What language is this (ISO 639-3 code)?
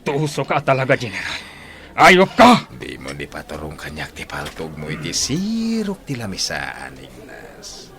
ilo